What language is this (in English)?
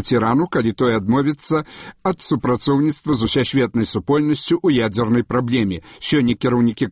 Belarusian